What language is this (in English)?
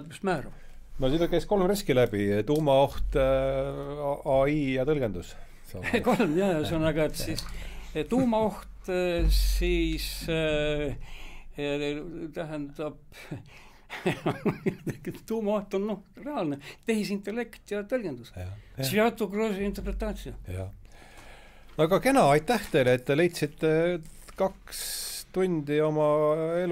Estonian